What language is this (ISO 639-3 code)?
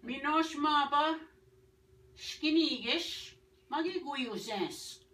oji